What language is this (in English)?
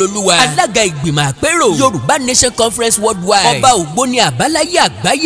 Yoruba